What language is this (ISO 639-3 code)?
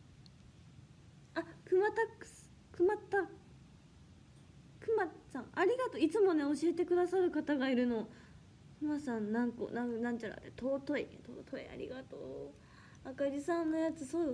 jpn